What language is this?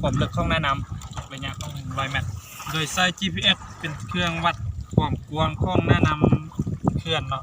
Lao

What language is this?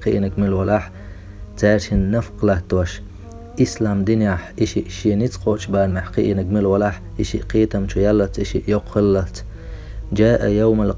Chechen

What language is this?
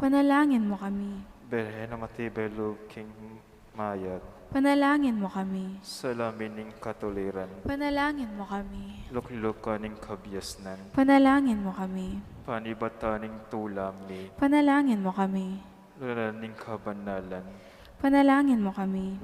Pampanga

